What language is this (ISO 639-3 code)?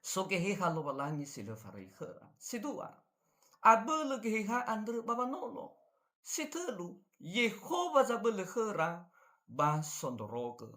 nia